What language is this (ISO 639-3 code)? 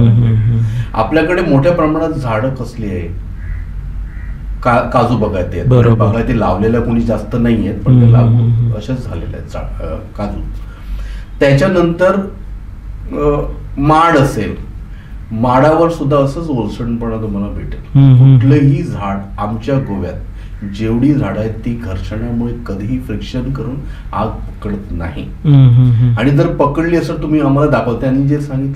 mar